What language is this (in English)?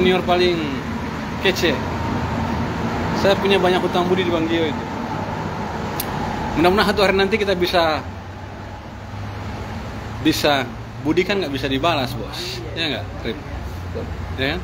Indonesian